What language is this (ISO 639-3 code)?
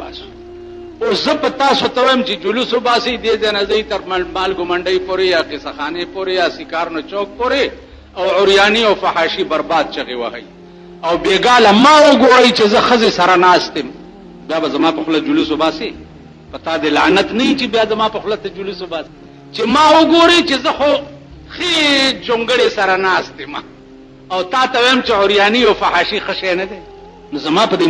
pus